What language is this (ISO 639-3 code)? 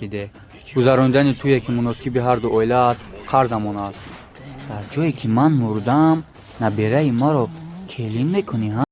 tgk